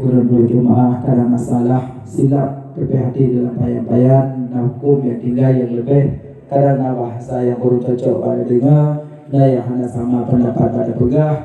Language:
Achinese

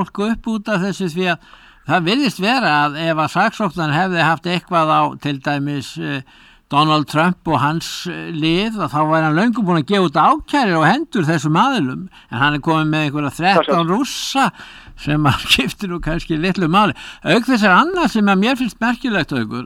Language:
Icelandic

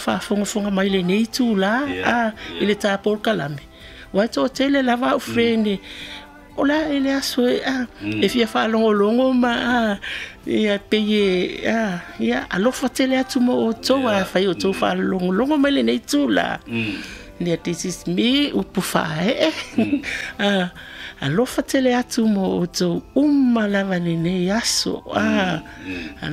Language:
Samoan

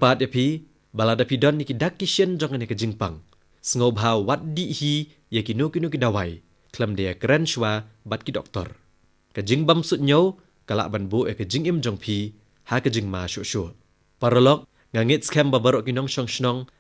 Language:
Khasi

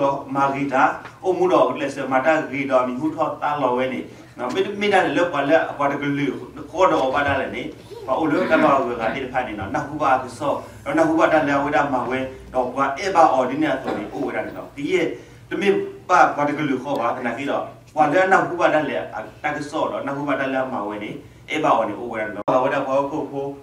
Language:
S'gaw Karen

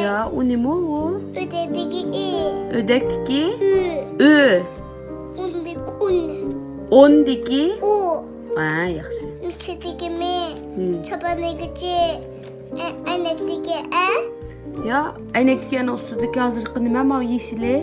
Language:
Uyghur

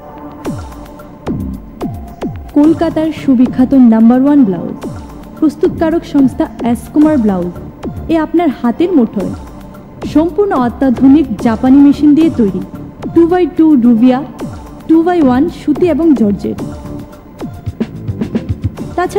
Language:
Bangla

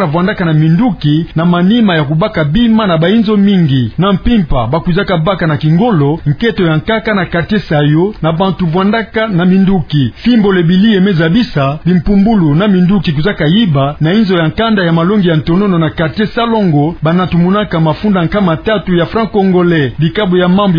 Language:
Kituba (Democratic Republic of Congo)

